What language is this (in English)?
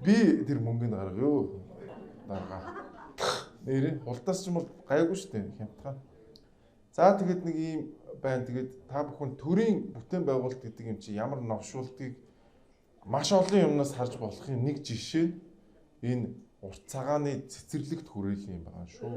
Mongolian